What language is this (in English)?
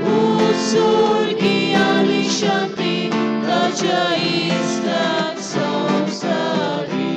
Konkani